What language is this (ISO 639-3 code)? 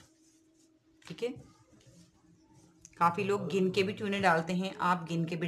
hin